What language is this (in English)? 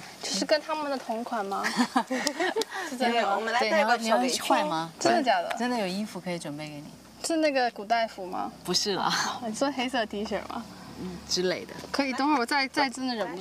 Chinese